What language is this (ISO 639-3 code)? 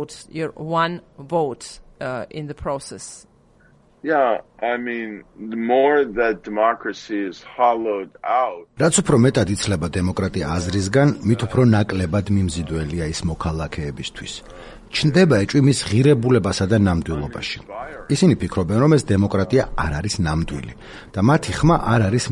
kat